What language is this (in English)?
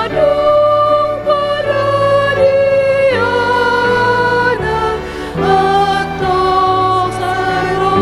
Batak Toba